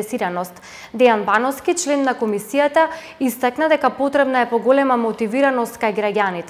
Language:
Macedonian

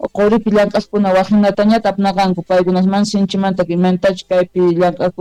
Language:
South Bolivian Quechua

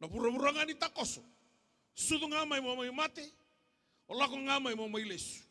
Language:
Fijian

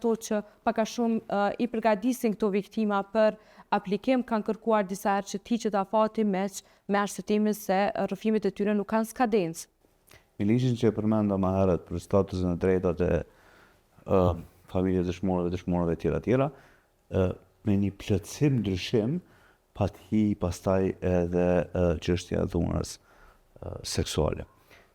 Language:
Albanian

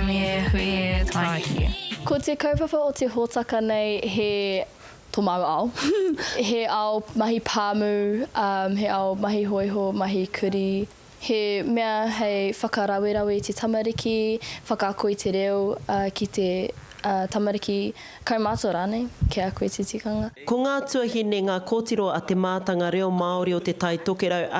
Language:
Māori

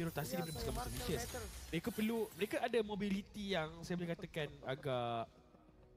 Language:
Malay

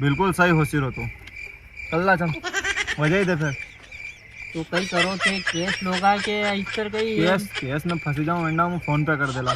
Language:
Rajasthani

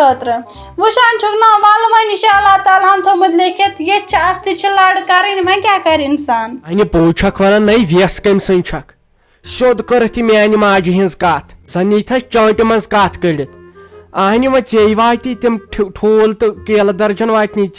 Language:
Kashmiri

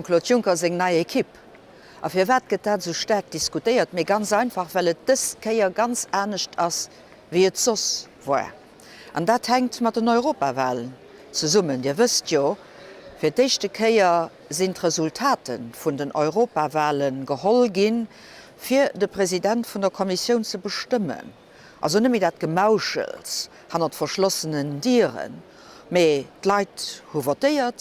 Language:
Luxembourgish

